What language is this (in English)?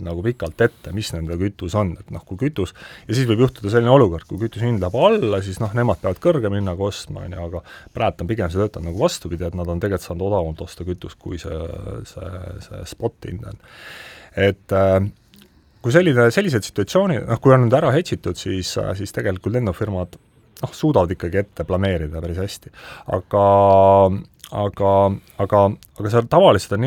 Estonian